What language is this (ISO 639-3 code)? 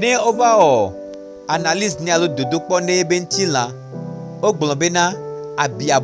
gej